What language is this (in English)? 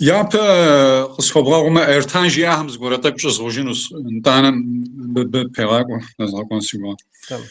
Kabardian